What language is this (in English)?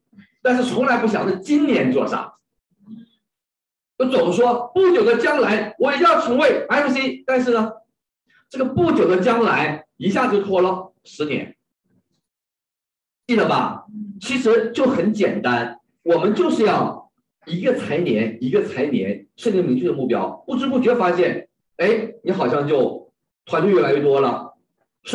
Chinese